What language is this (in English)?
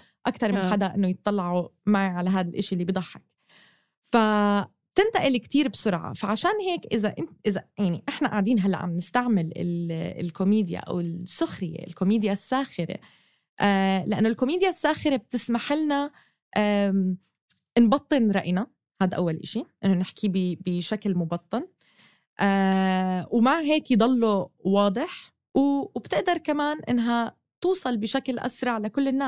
North Levantine Arabic